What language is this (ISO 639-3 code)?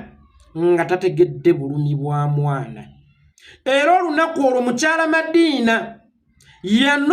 lug